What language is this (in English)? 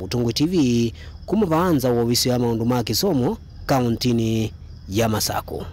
Kamba